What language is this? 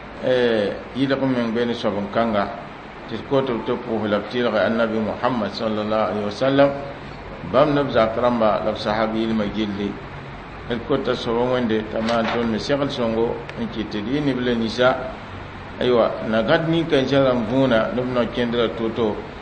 Mossi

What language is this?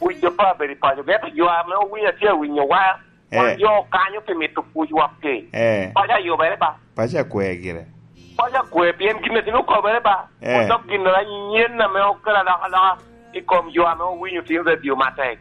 Lango (Uganda)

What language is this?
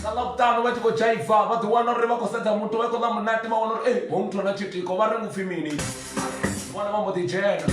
Venda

